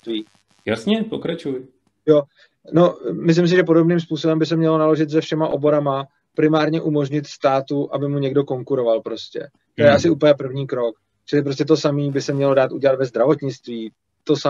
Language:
Czech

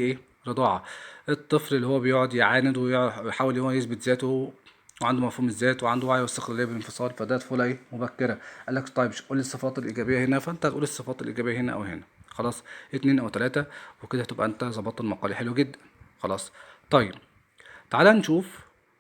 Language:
Egyptian Arabic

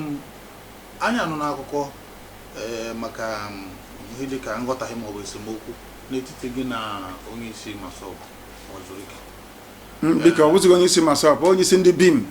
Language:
Igbo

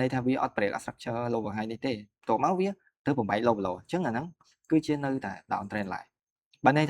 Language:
Khmer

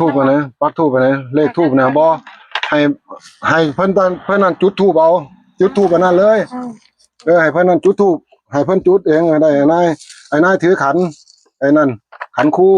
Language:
Northeastern Thai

